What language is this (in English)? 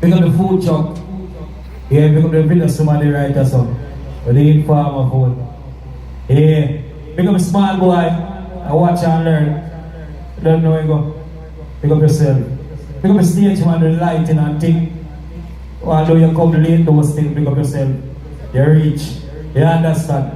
Jamaican Creole English